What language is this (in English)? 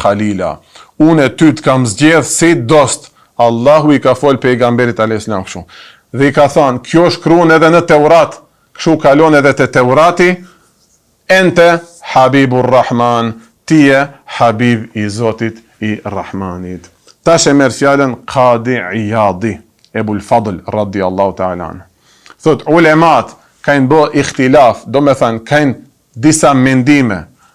Albanian